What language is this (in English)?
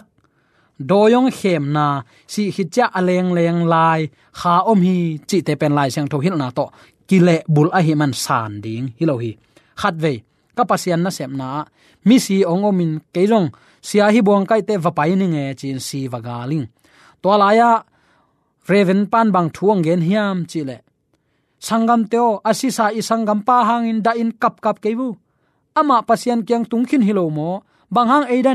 Tedim Chin